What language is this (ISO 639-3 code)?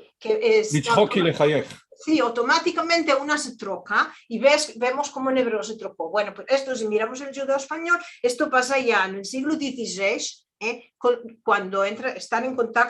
lad